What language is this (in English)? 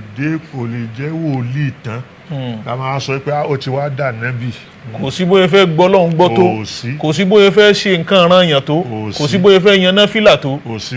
Yoruba